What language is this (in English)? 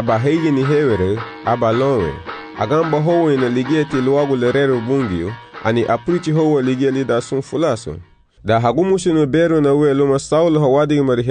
Garifuna